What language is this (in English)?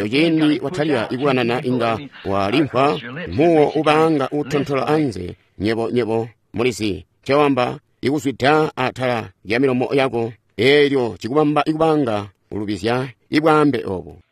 Tonga (Zambia)